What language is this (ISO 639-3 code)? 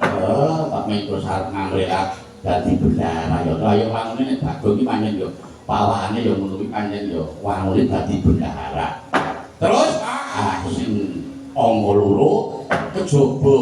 jav